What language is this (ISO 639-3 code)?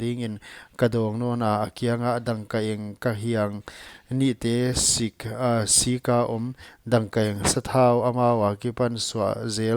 pck